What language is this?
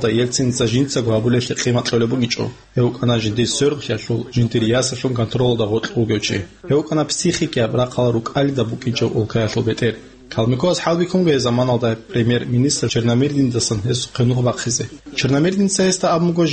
Avaric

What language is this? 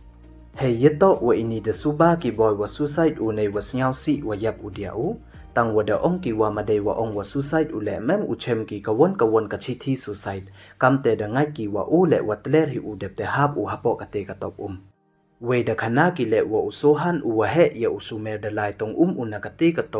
Pnar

